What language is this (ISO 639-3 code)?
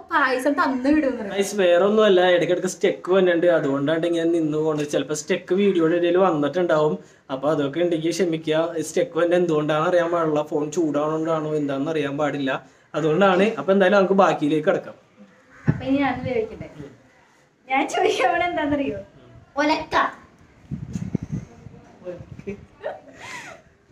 mal